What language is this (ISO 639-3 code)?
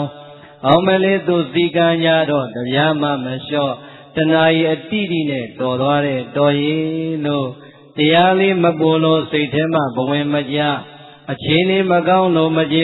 mya